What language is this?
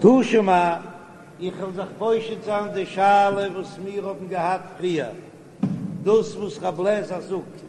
Yiddish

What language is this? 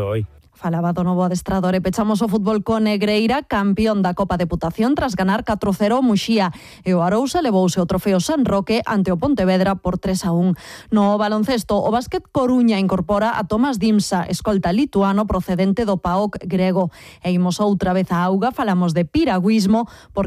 Galician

